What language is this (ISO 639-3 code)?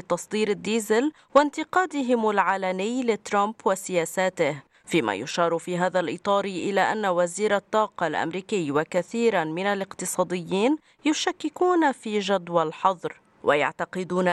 ara